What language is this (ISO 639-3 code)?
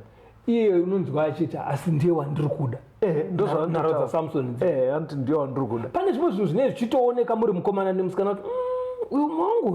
sna